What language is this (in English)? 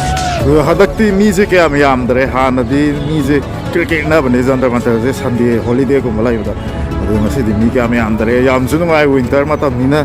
Manipuri